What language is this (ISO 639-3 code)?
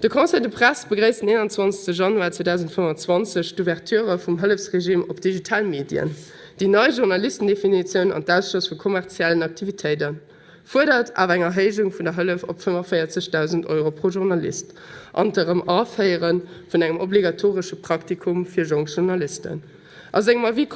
ltz